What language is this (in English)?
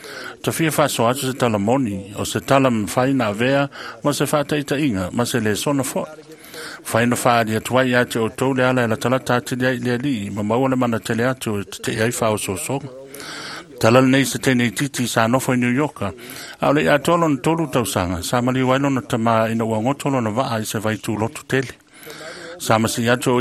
Samoan